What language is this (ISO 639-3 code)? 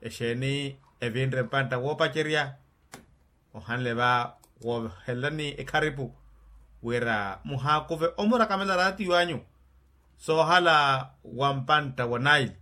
vmw